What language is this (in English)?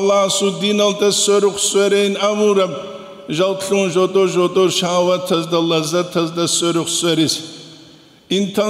Avaric